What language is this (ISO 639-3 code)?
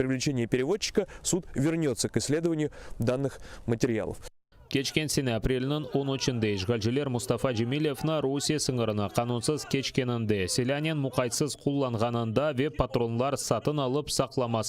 crh